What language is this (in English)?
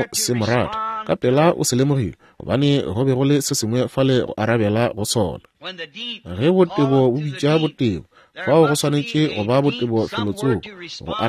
Northern Sotho